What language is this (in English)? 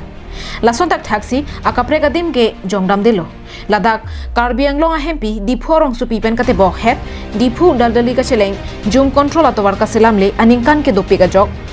Karbi